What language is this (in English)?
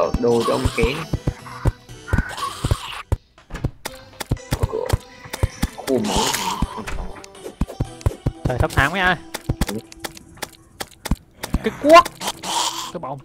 Vietnamese